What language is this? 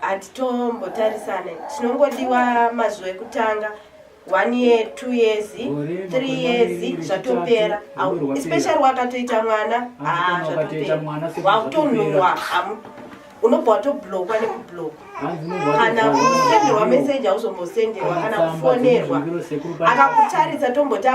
Shona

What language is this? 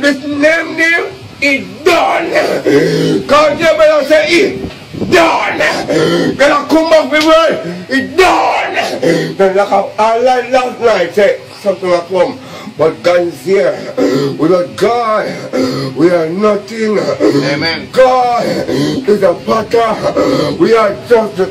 Jamaican Creole English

